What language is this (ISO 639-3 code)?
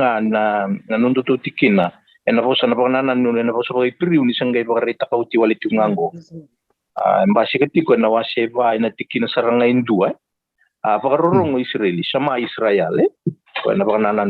fij